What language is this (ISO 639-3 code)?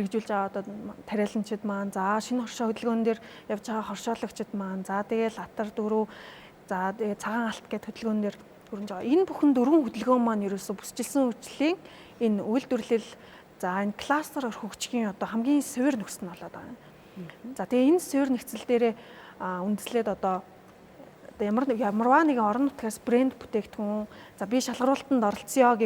mon